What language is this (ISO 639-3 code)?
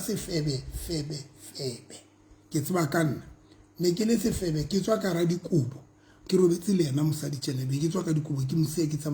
sot